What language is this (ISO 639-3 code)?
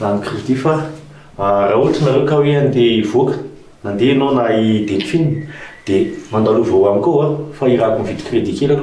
mlg